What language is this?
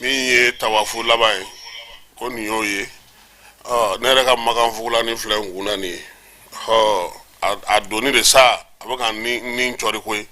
Bambara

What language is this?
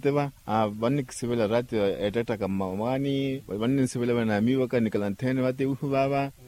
Makhuwa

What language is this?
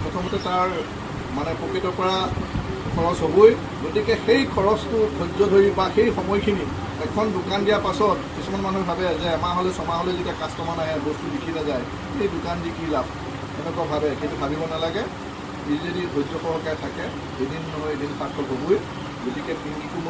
Assamese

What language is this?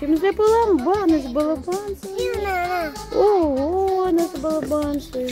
Crimean Tatar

